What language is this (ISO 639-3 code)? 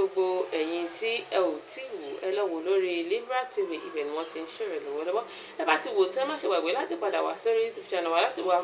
yor